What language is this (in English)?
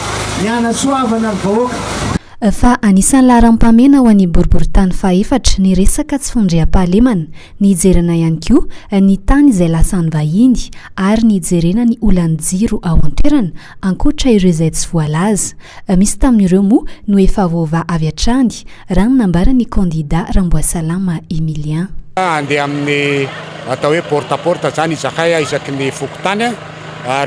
Malagasy